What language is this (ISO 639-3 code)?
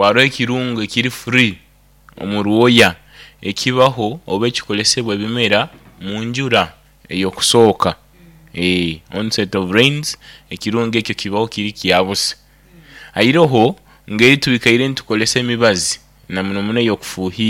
nyo